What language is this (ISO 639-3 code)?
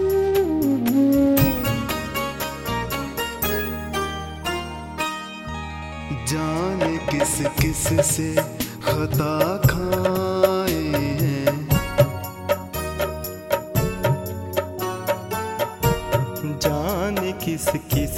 hin